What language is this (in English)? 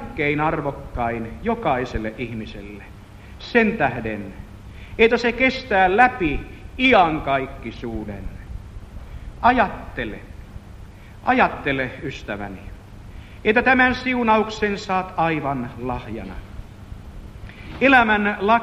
Finnish